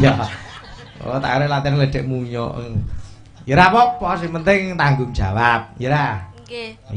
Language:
Javanese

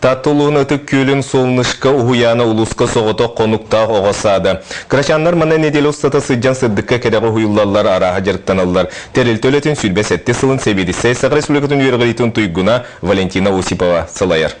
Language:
Yakut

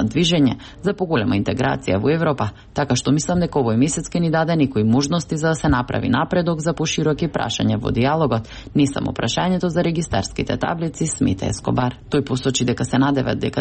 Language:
Macedonian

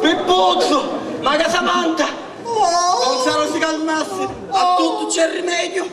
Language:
Sicilian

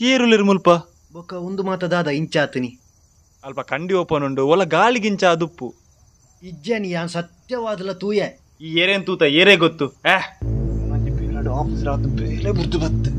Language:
Tulu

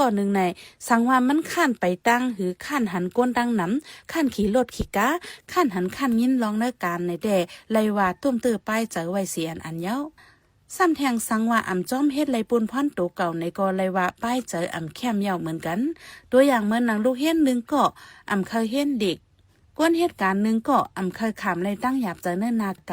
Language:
Shan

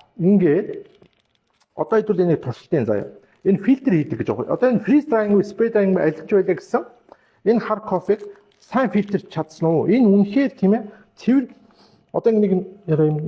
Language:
Mongolian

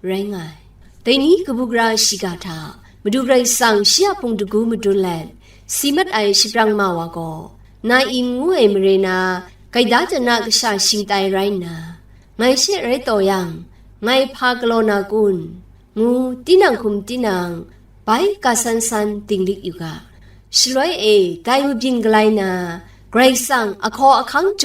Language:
Kachin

